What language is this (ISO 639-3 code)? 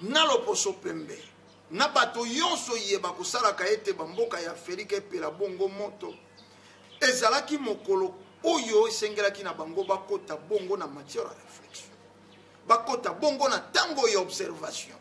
lin